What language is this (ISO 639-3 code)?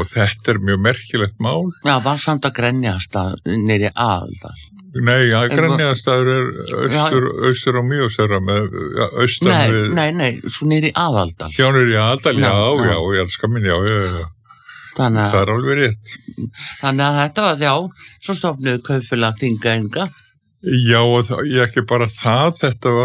isl